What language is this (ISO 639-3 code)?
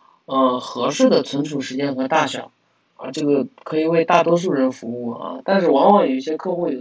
zho